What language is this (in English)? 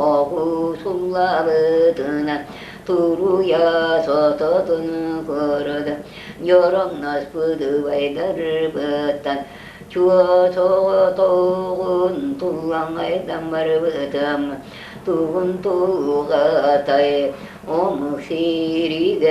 Yakut